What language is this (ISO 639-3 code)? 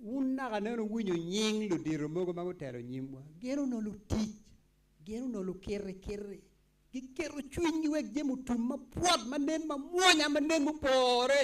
ach